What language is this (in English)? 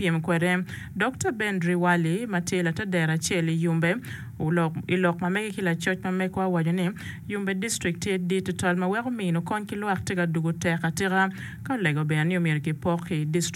Acoli